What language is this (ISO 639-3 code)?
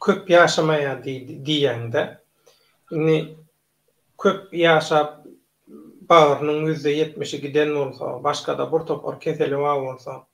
tuk